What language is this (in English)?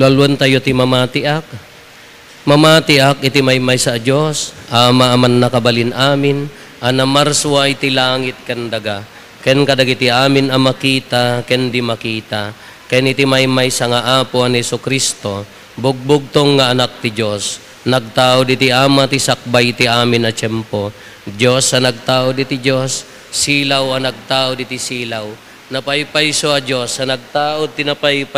Iloko